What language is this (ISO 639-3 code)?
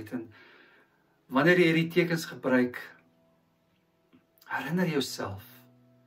afr